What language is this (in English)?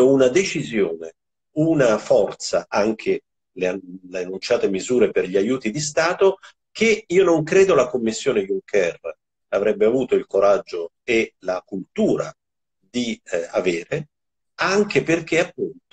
Italian